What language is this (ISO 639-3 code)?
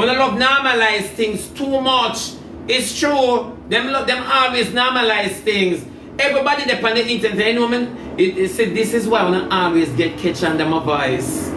jam